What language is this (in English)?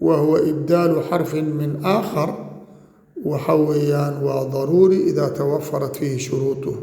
Somali